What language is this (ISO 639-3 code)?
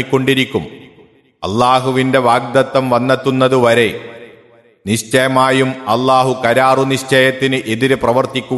mal